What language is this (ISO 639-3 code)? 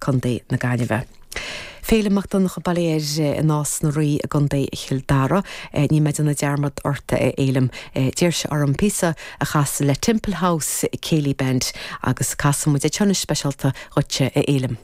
gle